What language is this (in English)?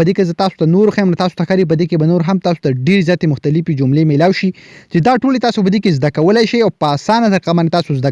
Pashto